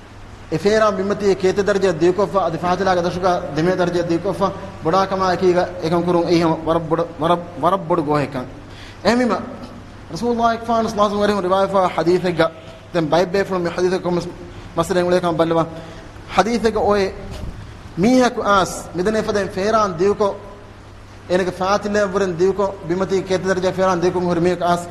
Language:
Divehi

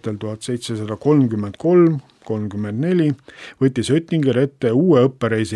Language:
Estonian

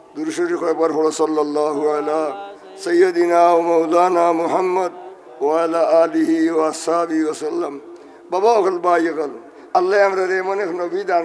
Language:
Sylheti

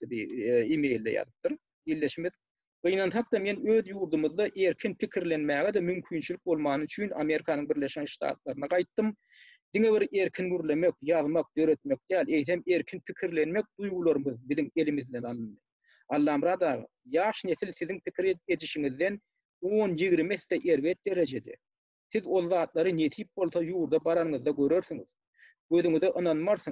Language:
Turkmen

